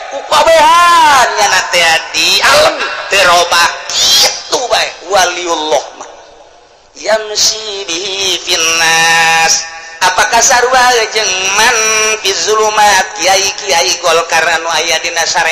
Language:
Sundanese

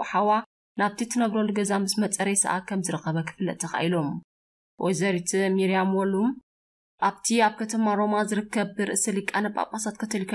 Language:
Tigrinya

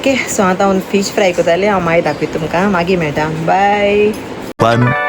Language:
Konkani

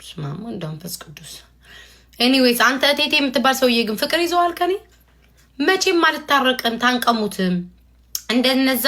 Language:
Amharic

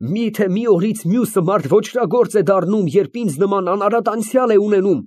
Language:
Armenian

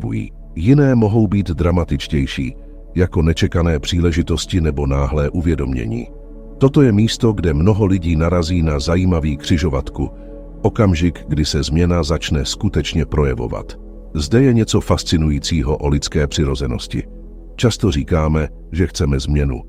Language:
Czech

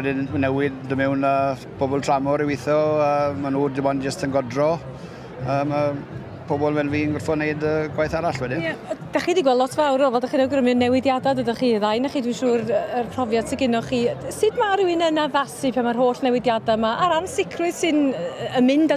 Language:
Welsh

